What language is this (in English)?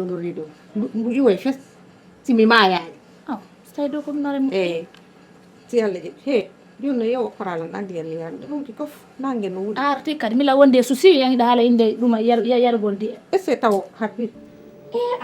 Fula